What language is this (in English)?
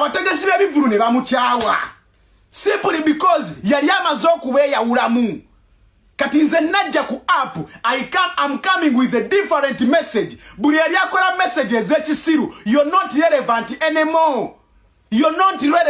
Ganda